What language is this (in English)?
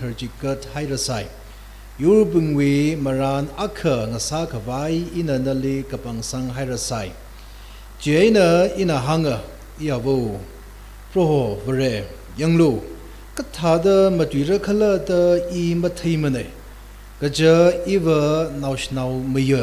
Tangkhul Naga (India)